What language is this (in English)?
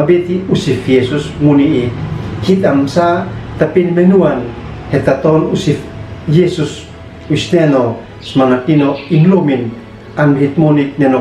Uab Meto